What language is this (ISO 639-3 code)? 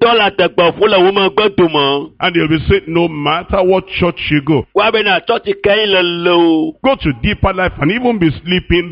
ewe